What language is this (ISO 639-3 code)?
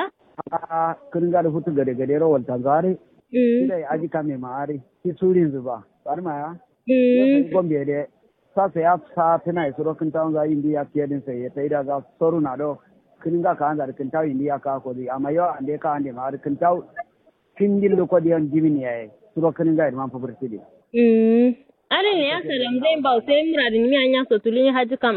kau